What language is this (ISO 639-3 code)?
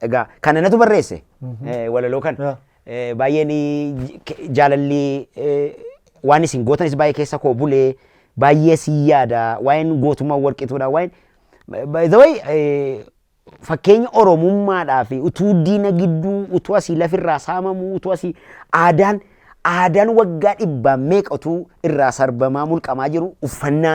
orm